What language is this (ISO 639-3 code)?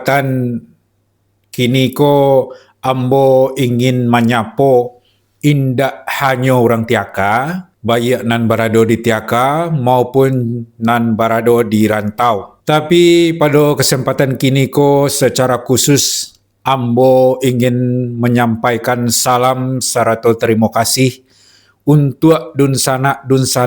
min